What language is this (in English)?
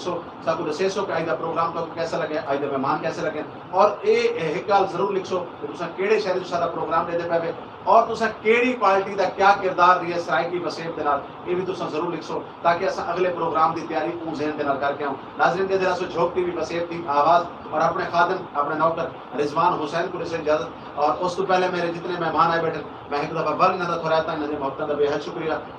Saraiki